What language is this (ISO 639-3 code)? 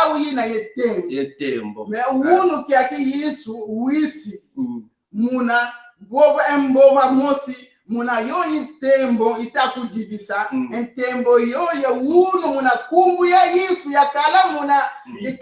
kon